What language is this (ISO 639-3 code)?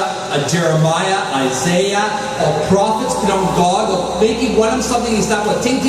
tpi